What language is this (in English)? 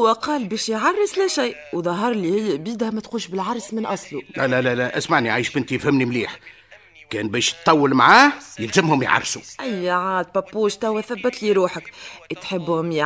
Tunisian Arabic